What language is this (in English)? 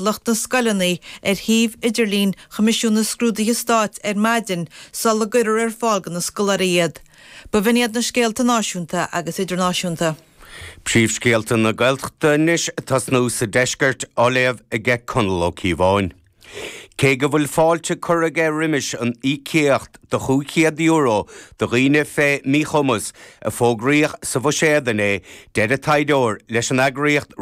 Irish